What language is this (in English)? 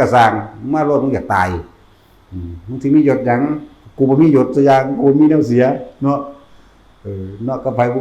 Northeastern Thai